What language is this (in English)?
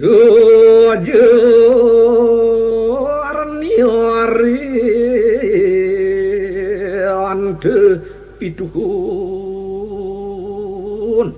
Balinese